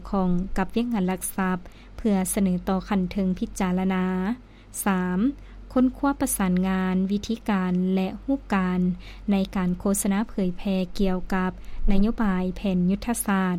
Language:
Lao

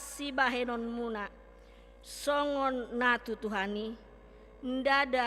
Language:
Batak Toba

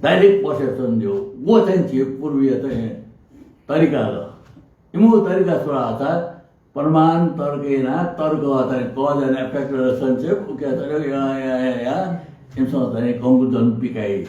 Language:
Newari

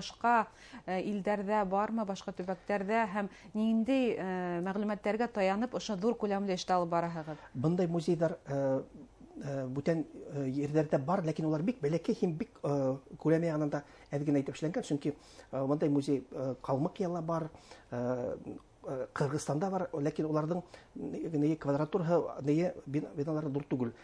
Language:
Bashkir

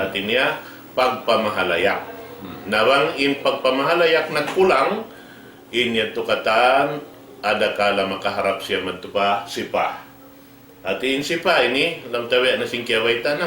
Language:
Tausug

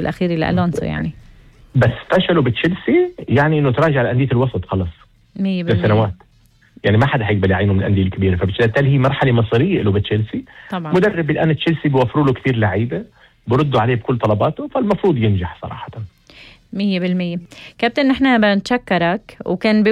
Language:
North Levantine Arabic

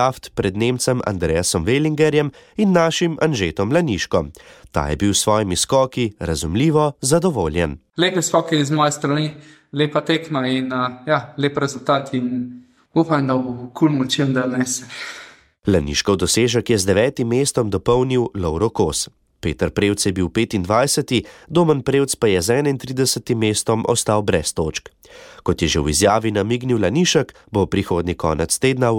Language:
Slovenian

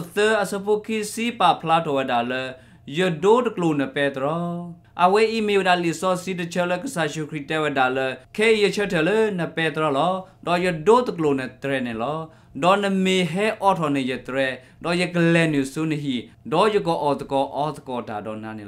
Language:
S'gaw Karen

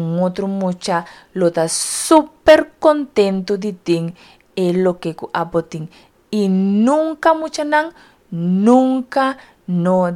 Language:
Papiamento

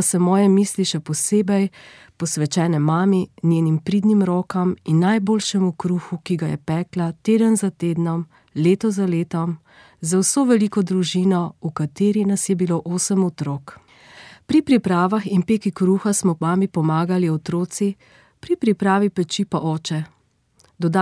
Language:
Slovenian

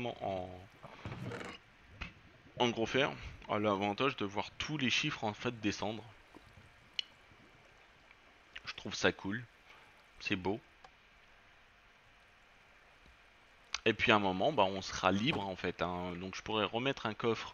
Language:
French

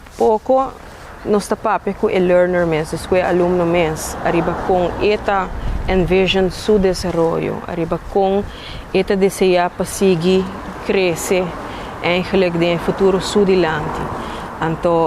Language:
Papiamento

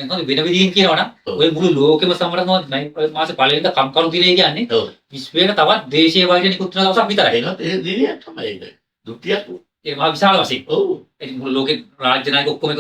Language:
Sinhala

